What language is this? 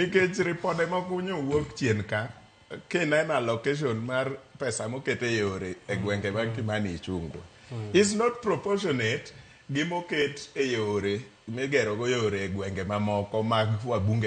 Luo (Kenya and Tanzania)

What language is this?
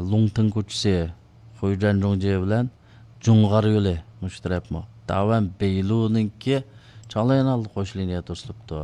Uyghur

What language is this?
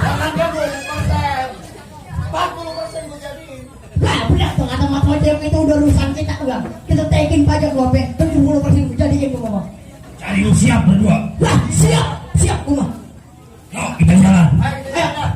Betawi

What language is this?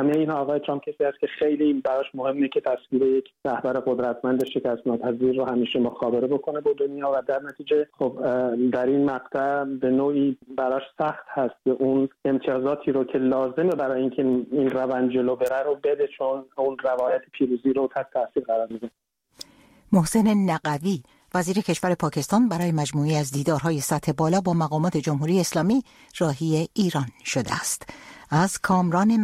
Persian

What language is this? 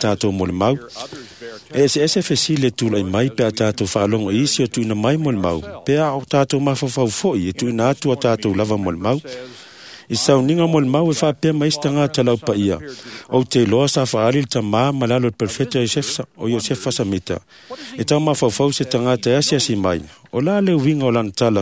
Samoan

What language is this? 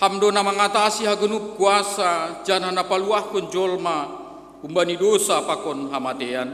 Batak Simalungun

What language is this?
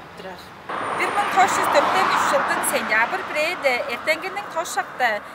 Tuvinian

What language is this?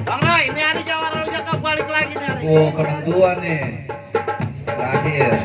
Betawi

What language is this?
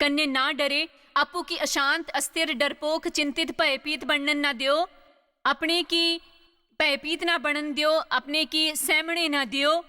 Dogri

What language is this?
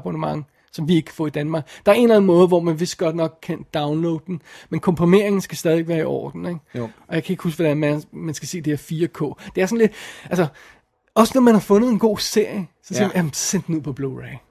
Danish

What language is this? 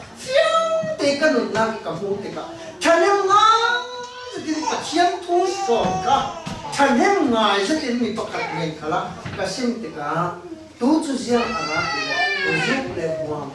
Falam Chin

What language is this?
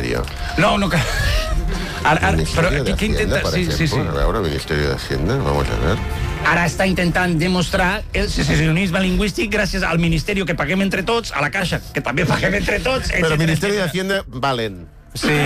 Catalan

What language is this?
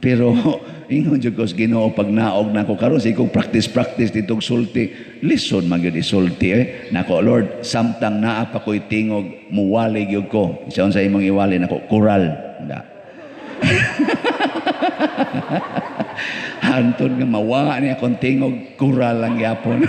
Cebuano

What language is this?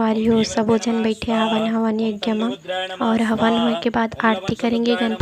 Chhattisgarhi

